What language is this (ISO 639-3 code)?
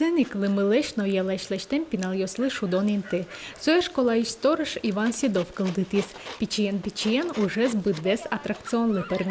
udm